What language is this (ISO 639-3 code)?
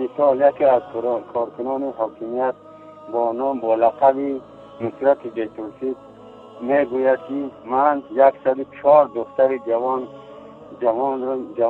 tgk